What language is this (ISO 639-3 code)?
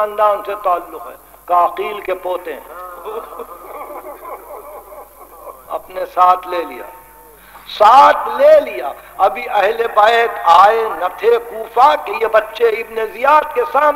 urd